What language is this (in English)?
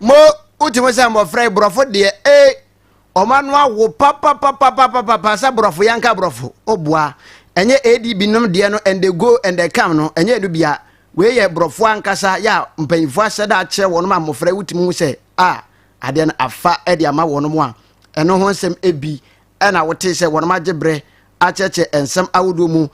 Akan